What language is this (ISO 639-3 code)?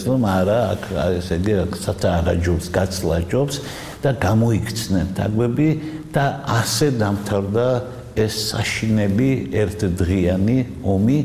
kat